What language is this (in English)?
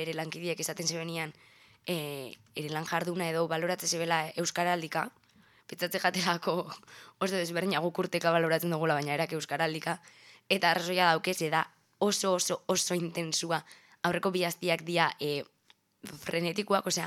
Basque